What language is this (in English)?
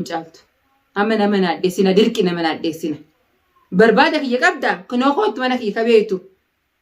Oromo